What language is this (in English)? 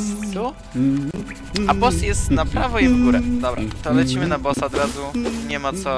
Polish